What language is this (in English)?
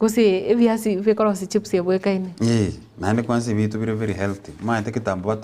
Gusii